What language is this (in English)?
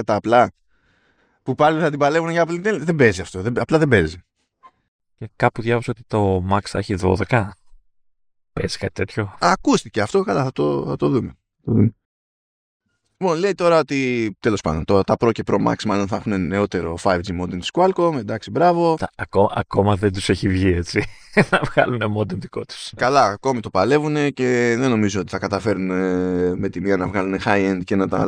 Greek